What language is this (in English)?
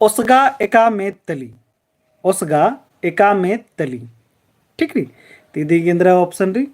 Kurukh